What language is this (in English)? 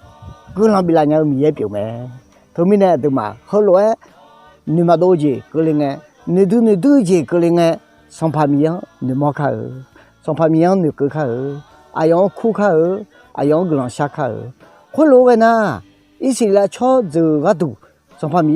Akha